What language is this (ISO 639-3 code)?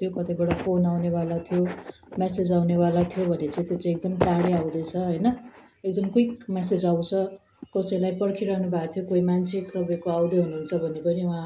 nep